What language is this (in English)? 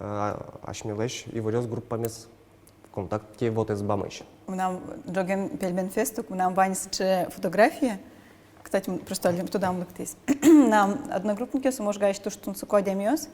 Udmurt